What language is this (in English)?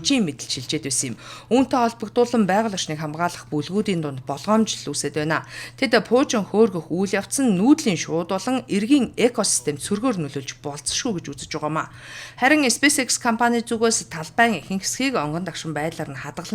Mongolian